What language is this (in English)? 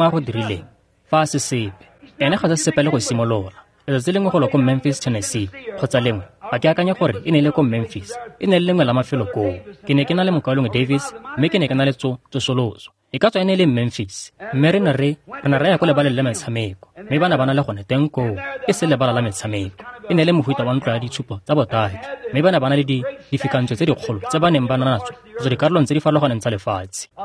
Tswana